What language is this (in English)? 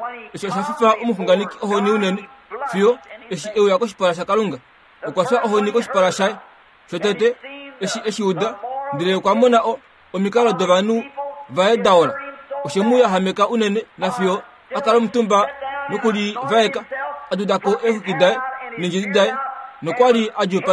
Kuanyama